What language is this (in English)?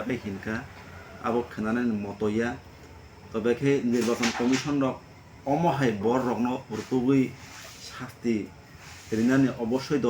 Kok Borok